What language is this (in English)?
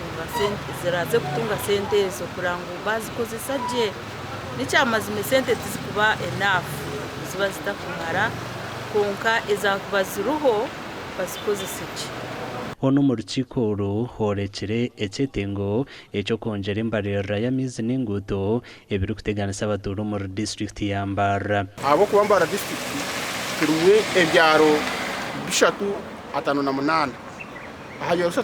Nyankole